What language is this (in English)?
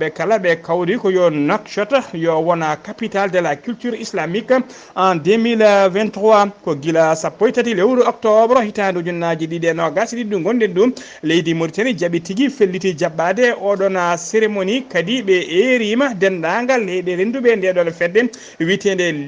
Fula